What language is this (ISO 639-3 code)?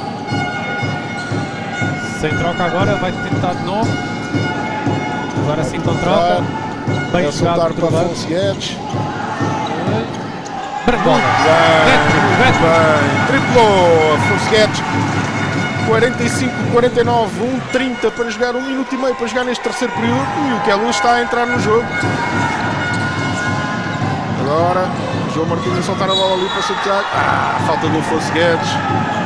por